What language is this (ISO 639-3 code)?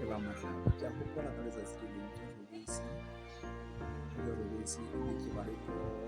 sot